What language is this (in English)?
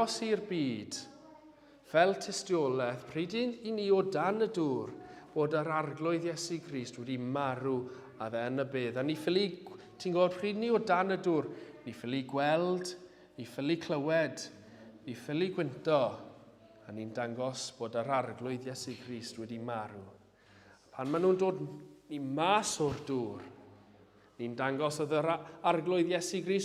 Welsh